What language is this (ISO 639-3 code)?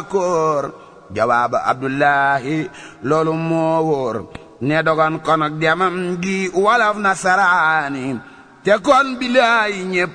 wol